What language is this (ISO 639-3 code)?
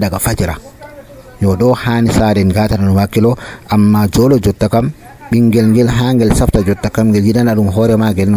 fuv